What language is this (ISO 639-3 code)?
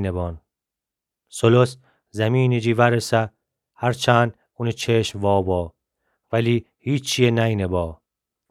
glk